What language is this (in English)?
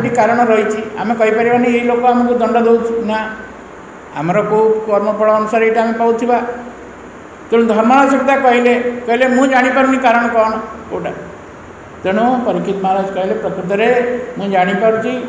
Odia